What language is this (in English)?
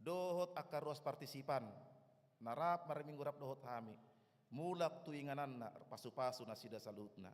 Batak Toba